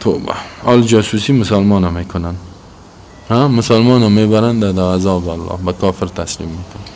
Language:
Persian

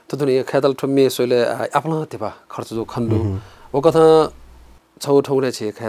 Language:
Newari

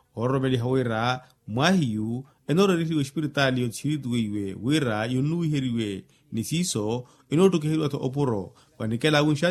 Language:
Makhuwa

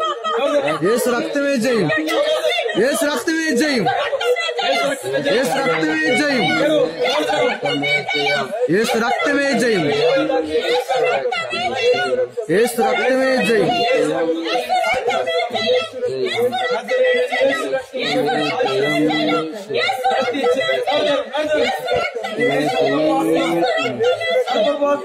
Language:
Telugu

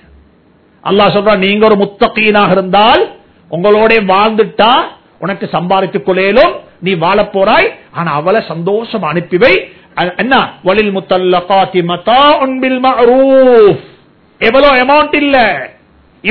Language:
Tamil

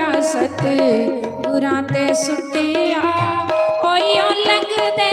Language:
Dogri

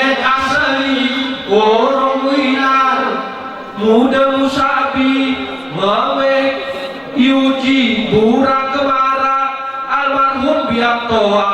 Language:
Gayo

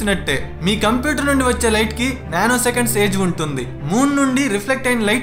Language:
Telugu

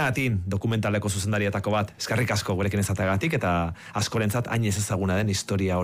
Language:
Basque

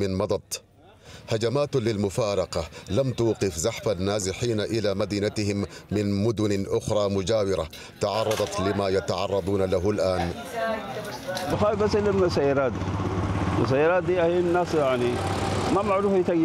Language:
Arabic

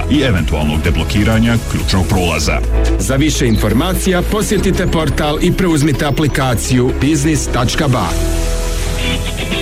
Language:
Bosnian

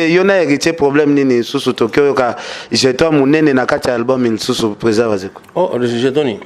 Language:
Lingala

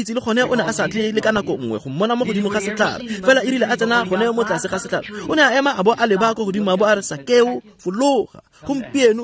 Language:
Tswana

